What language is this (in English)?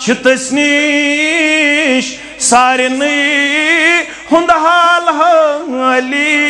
Kashmiri